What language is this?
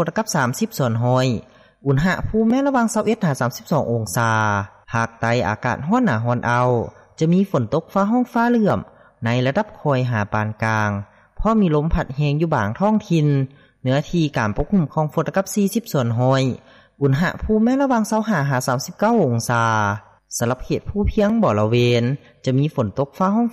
Lao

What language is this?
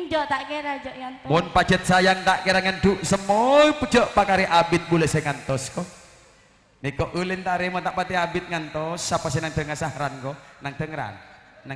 Madurese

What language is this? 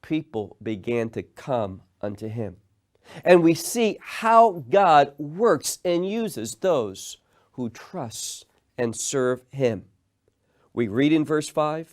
English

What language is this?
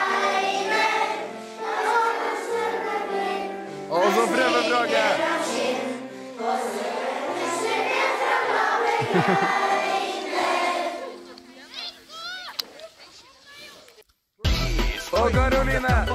Norwegian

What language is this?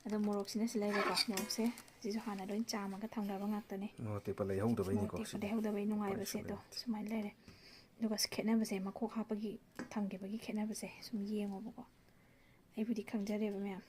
Manipuri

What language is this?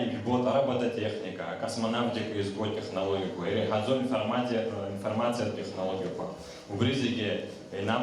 Abkhazian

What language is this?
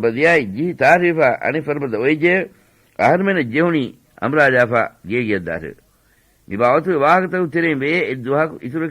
Divehi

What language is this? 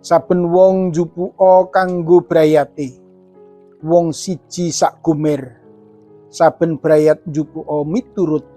Javanese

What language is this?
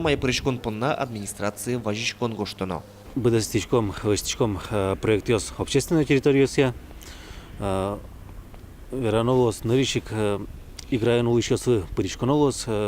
Udmurt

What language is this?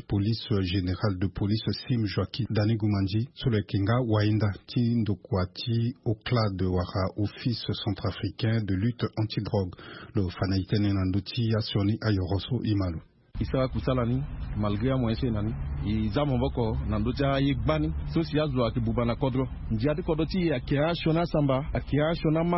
Sango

